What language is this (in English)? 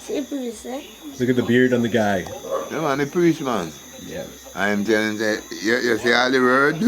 Jamaican Creole English